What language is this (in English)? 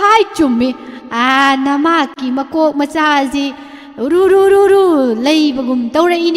Manipuri